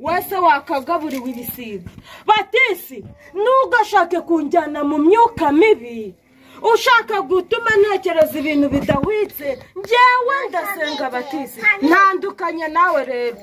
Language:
Kinyarwanda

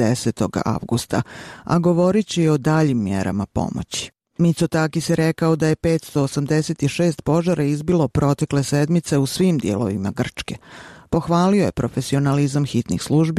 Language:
Bosnian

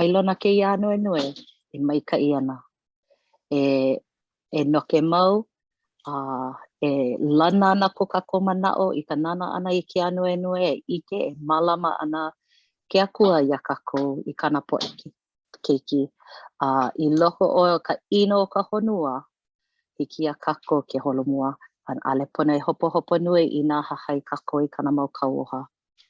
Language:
Hawaiian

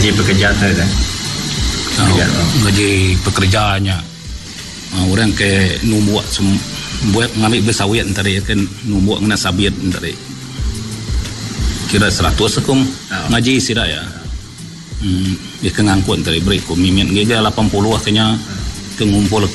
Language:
Malay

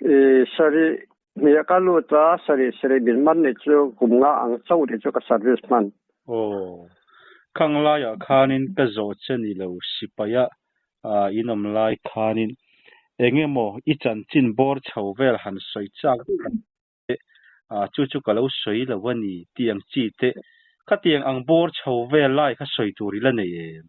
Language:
Mizo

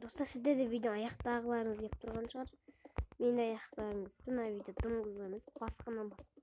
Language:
Kazakh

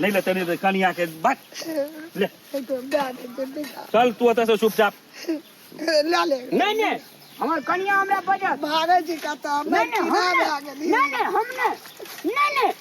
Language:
Maithili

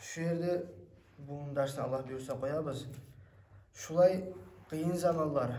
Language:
Kumyk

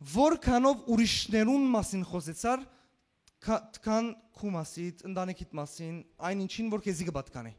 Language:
Western Armenian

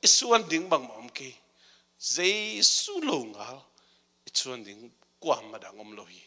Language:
Tedim Chin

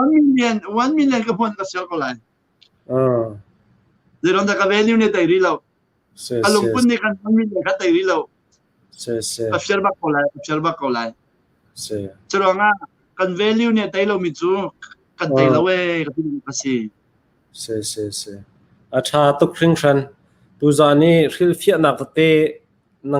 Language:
Hakha Chin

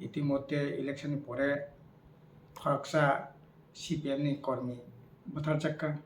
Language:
Kok Borok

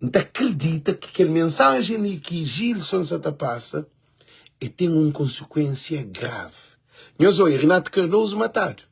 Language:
Kabuverdianu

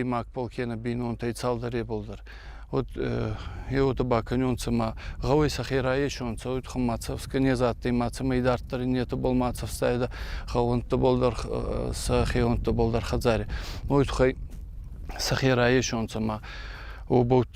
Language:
Ossetic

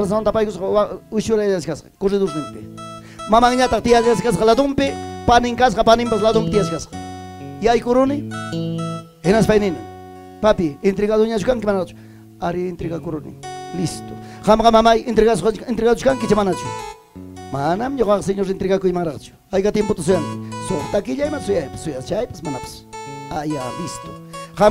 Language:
Ayacucho Quechua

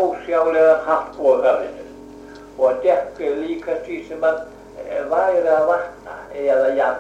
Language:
Icelandic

